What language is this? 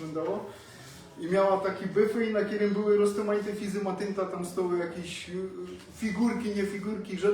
Silesian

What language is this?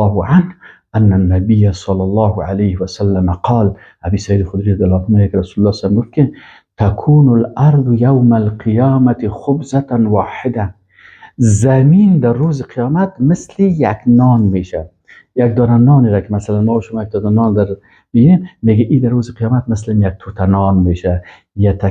Persian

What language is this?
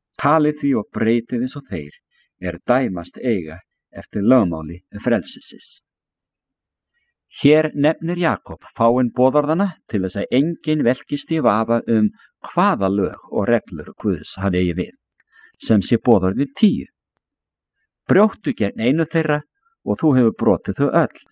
Icelandic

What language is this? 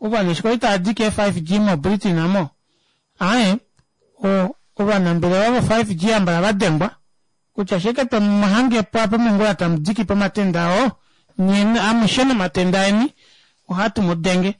Kuanyama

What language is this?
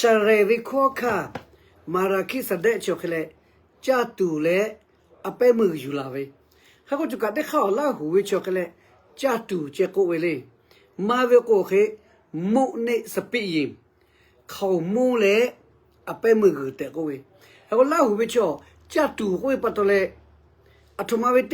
Lahu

